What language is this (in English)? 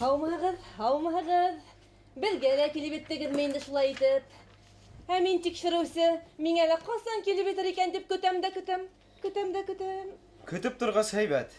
Bashkir